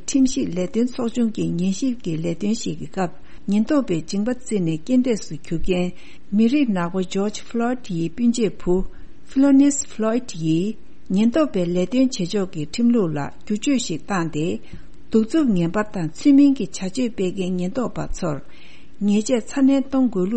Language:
Tibetan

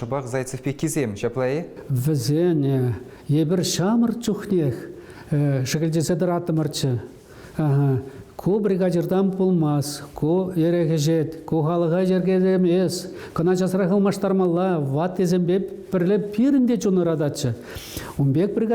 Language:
Chuvash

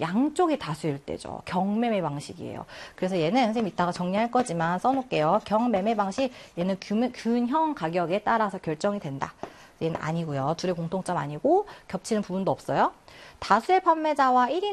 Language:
Korean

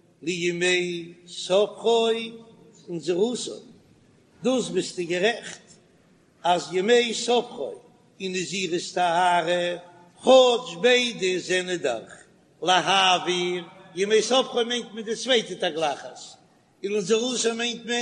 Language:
Yiddish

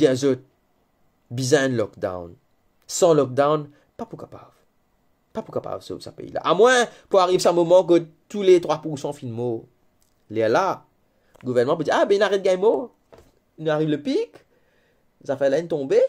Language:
Morisyen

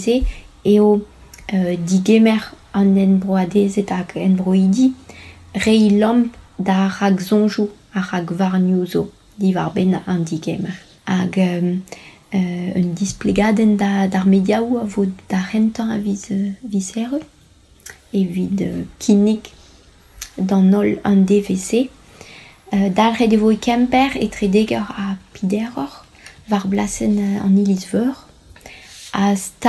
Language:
Breton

